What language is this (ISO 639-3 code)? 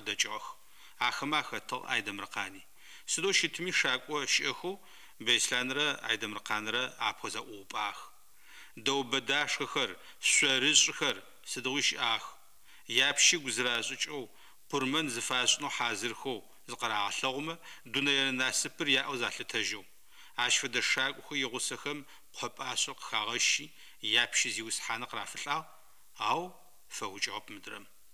ady